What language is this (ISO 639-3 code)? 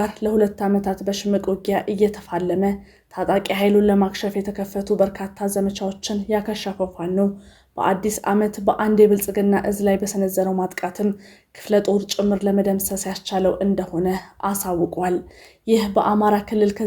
amh